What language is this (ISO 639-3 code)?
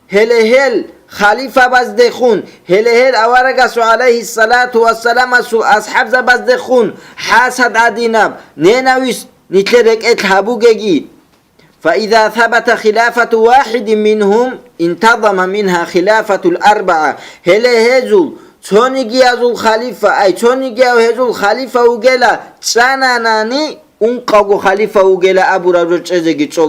ava